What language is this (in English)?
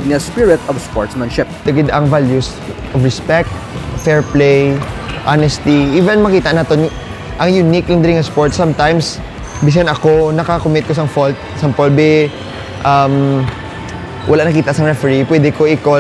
Hiligaynon